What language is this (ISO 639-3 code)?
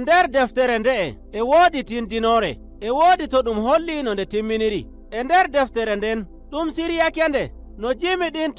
fuv